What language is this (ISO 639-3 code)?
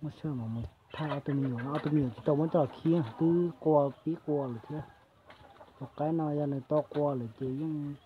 hmn